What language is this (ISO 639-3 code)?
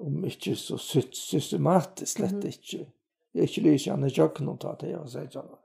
fao